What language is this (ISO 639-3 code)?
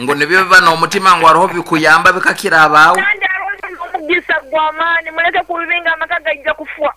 nyn